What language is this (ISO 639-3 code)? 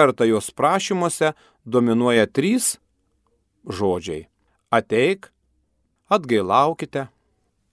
lit